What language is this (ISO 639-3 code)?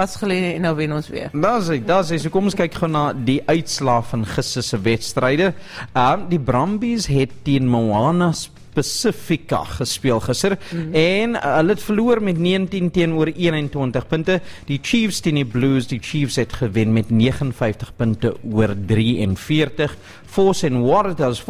afr